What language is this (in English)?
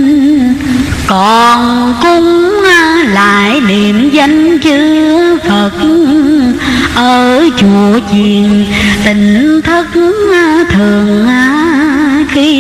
Vietnamese